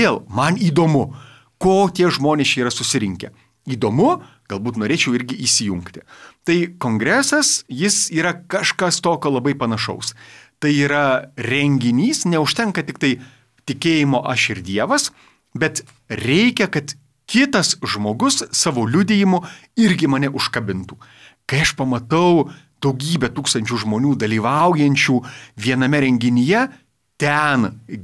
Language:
Lithuanian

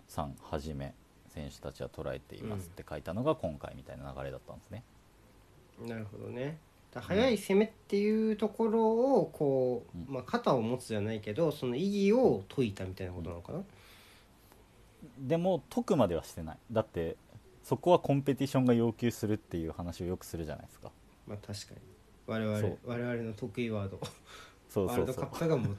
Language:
Japanese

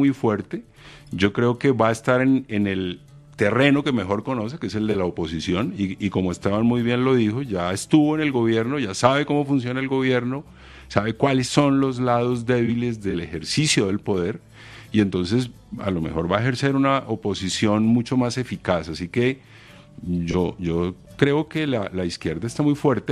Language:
Spanish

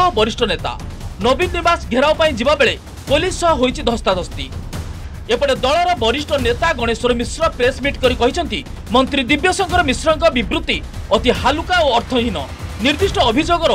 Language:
Odia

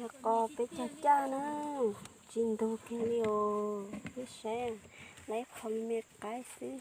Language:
Hmong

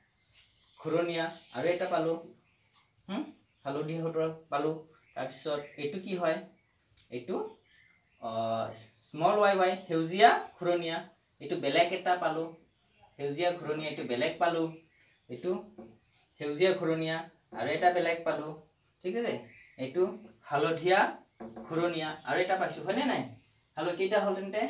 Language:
Assamese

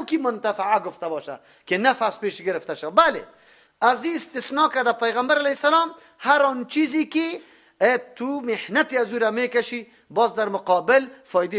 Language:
Persian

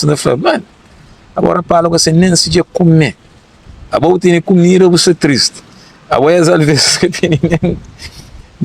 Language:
Kabuverdianu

